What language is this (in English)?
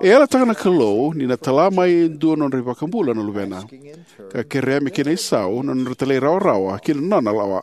Fijian